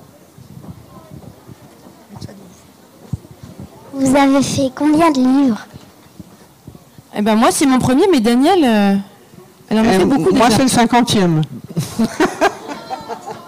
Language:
French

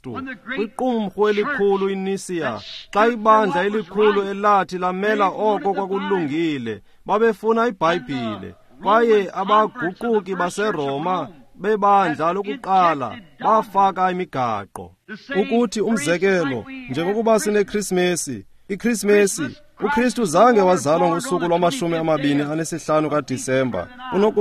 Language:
Xhosa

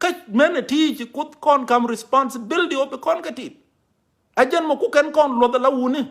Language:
Nuer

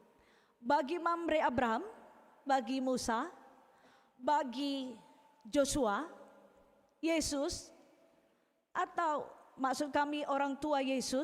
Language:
Batak Karo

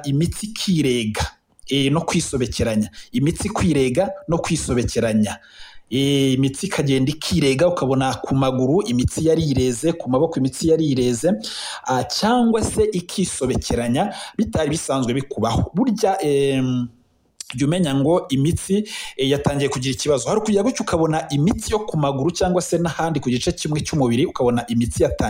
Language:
Kinyarwanda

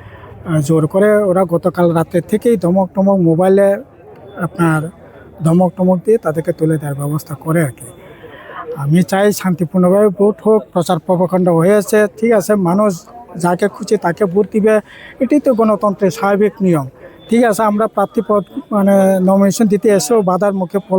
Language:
Kok Borok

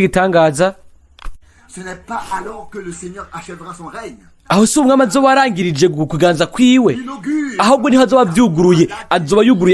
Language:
Rundi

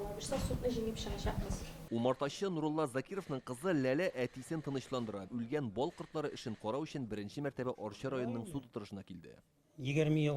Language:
Tatar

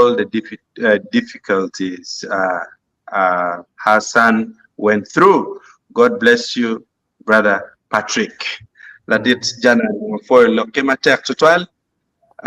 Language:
Acoli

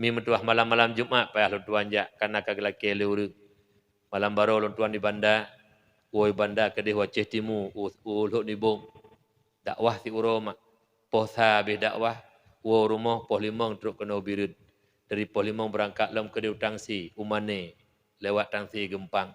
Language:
Achinese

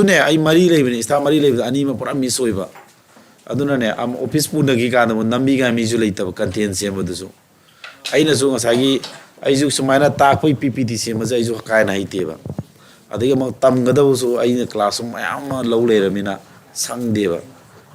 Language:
Manipuri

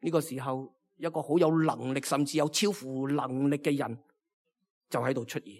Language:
Cantonese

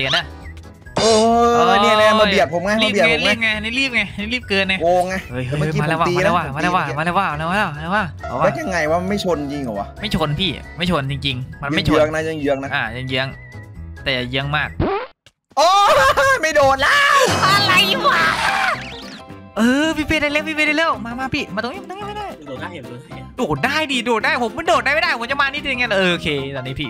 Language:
Thai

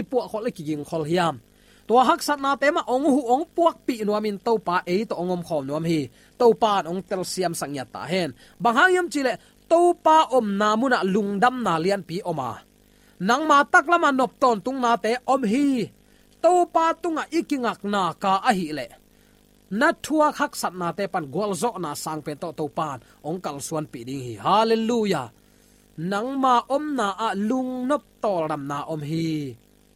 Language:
Tedim Chin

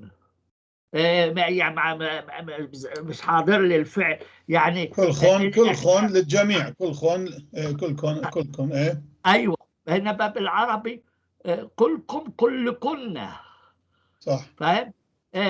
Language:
North Levantine Arabic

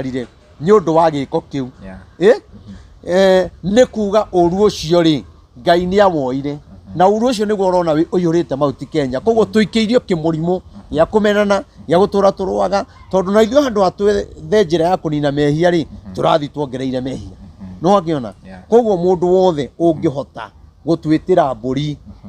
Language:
Kikuyu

